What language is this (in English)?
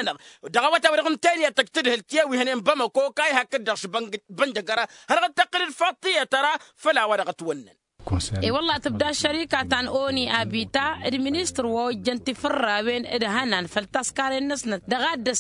Tamasheq